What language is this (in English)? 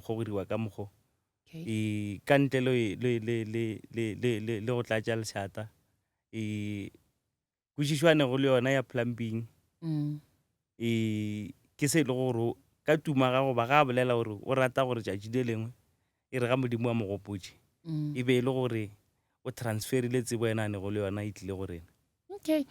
Northern Sotho